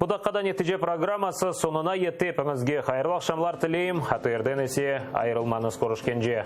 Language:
Crimean Tatar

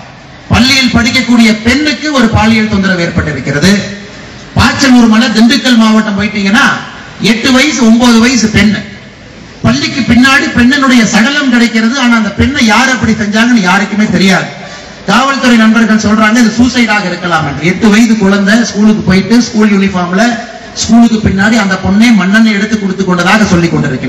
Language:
Tamil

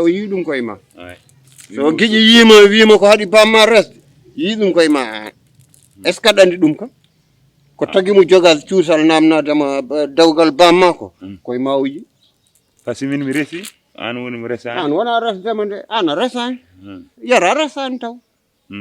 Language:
Fula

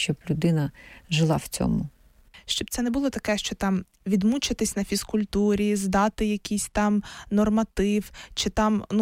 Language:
Ukrainian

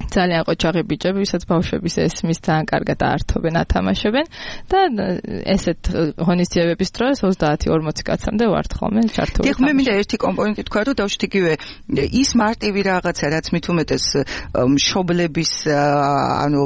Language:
Georgian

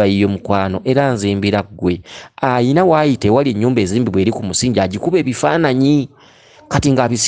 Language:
Ganda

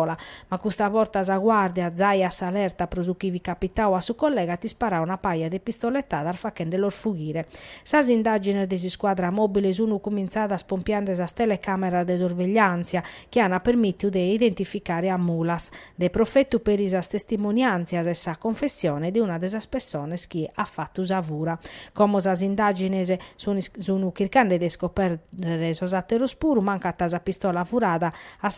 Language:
Sardinian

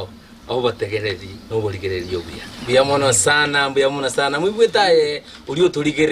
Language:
Gusii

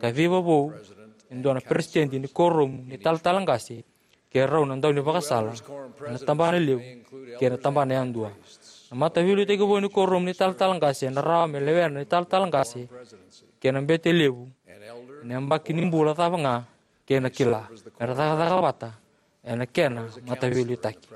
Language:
Fijian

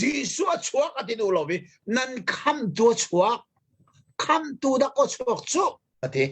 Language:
Hakha Chin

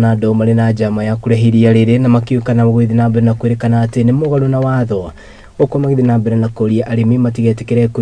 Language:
Kikuyu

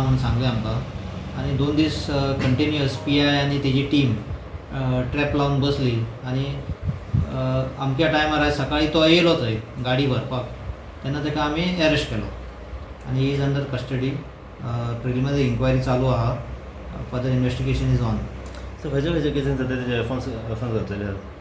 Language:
Konkani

